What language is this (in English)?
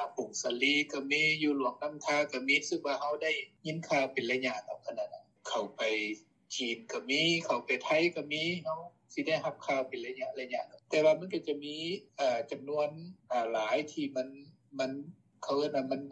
Lao